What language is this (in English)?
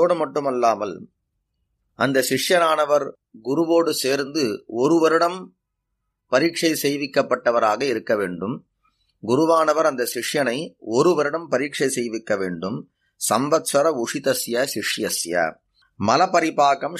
Tamil